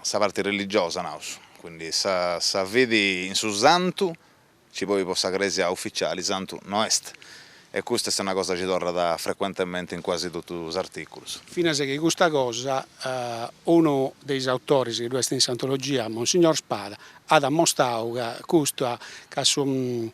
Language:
Sardinian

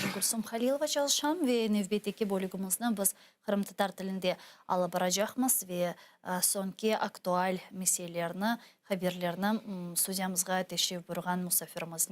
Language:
Crimean Tatar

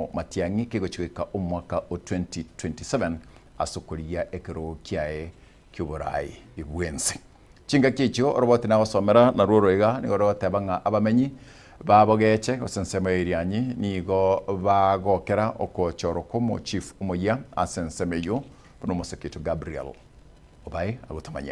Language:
Gusii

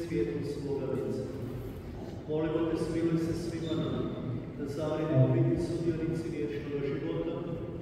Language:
Croatian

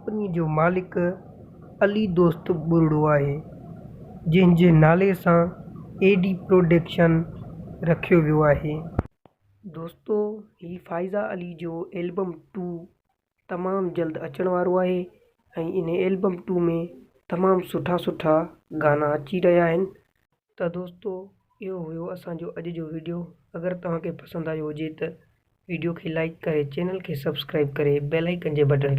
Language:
Sindhi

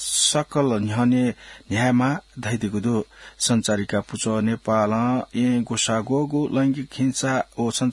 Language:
Newari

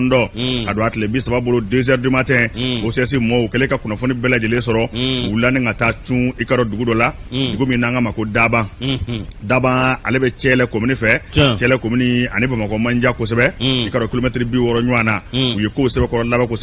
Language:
Bambara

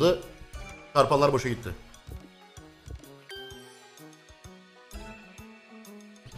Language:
Turkish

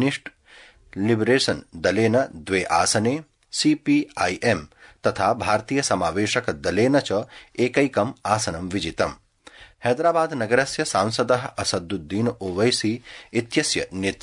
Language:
Sanskrit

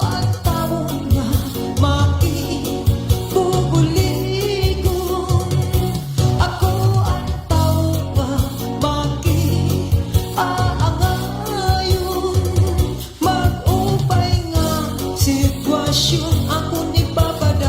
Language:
Waray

